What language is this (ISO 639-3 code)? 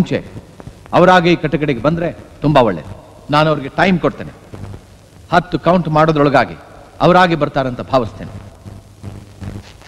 kan